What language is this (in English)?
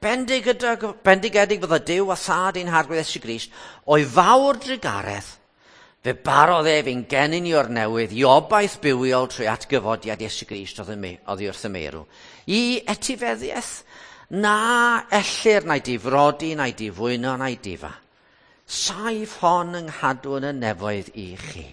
Welsh